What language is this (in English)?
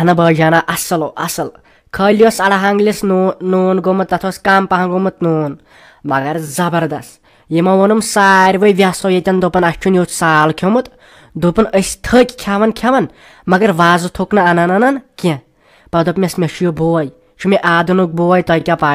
Kashmiri